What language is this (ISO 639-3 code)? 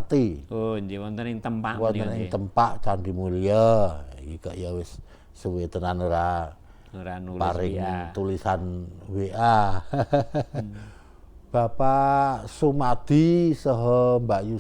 jav